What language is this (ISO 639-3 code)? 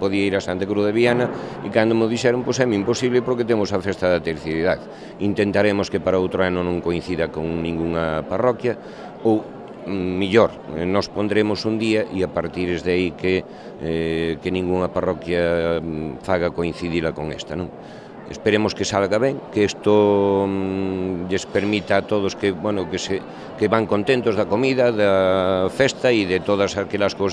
glg